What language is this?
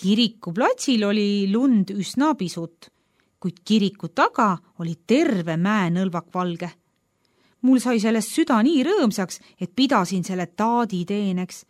Estonian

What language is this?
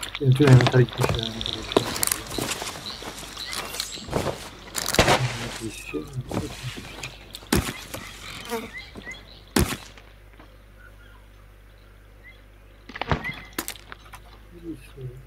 Turkish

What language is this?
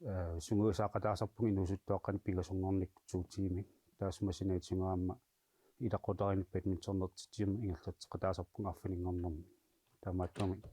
Kalaallisut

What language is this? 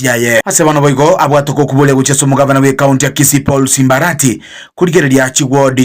Gusii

